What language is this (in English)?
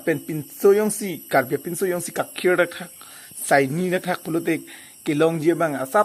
Karbi